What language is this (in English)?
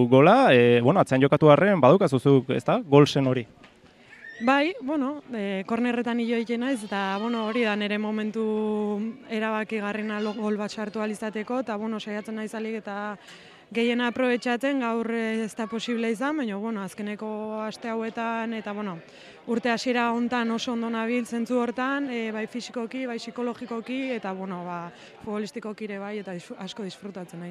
Basque